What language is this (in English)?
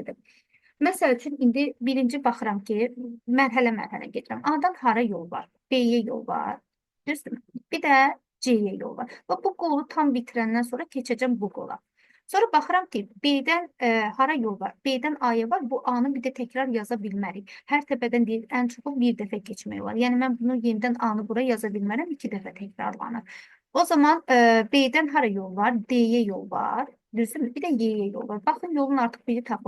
Azerbaijani